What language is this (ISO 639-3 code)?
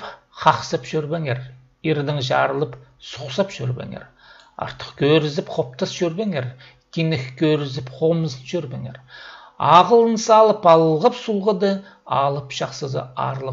kjh